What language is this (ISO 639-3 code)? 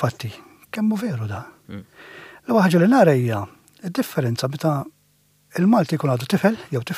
mlt